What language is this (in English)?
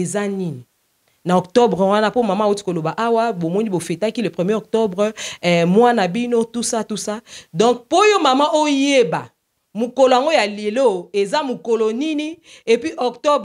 Lingala